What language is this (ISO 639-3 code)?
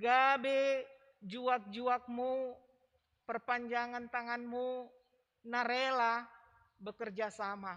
bts